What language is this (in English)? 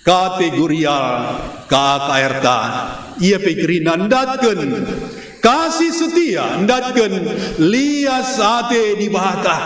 Batak Karo